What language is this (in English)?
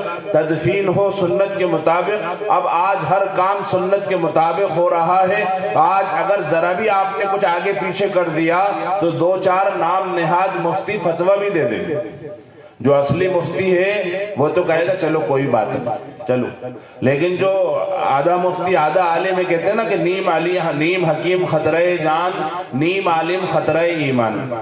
Urdu